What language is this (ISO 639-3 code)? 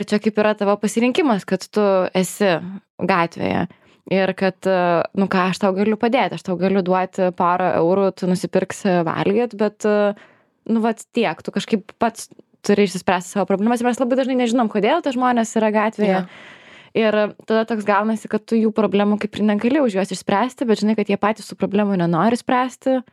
lit